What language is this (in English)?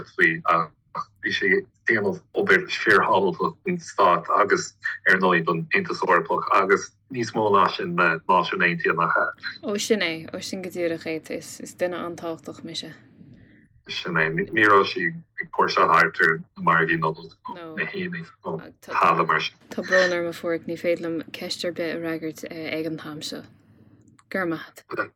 Irish